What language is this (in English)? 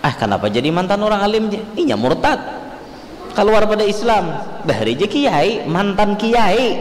Banjar